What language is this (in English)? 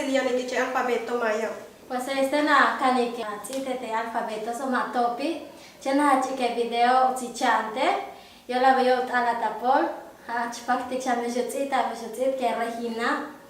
Yucateco